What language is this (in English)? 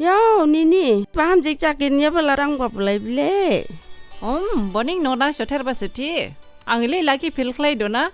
Dimasa